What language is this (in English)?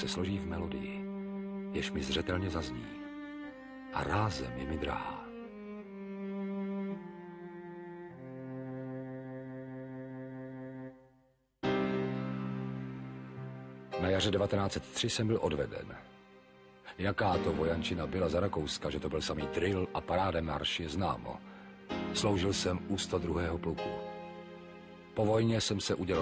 Czech